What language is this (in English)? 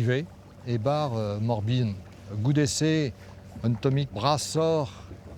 Breton